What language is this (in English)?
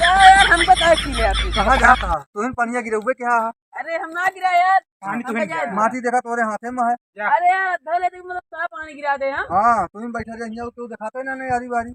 Awadhi